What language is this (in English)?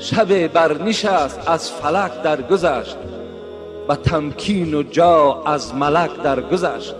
Tajik